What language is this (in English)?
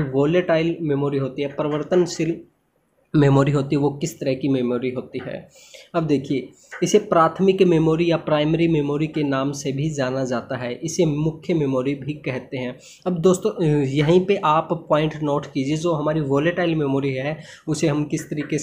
Hindi